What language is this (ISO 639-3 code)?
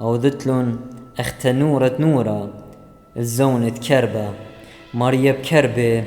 aii